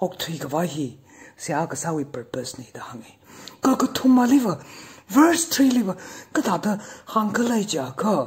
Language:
Tangkhul Naga (India)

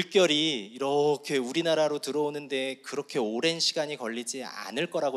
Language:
Korean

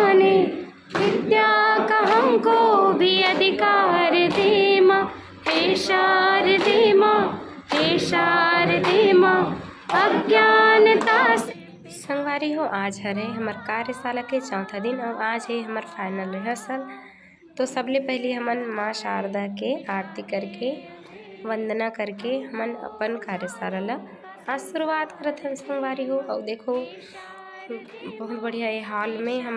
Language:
Chhattisgarhi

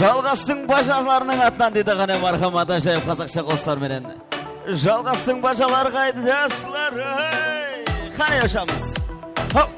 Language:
Kara-Kalpak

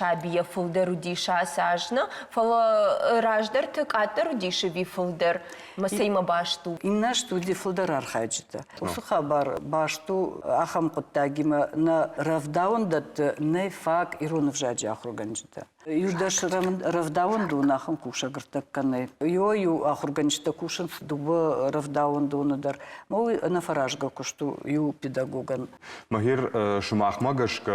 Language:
Ossetic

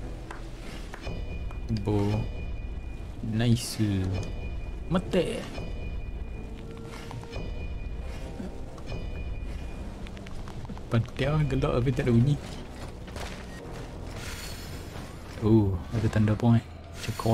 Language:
Malay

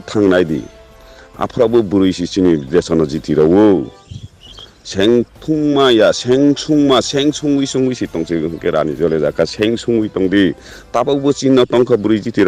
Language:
Riang (India)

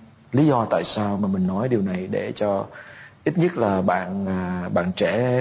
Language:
Vietnamese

